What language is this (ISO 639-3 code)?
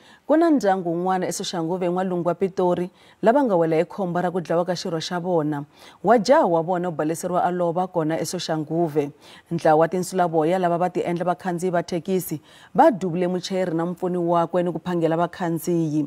tso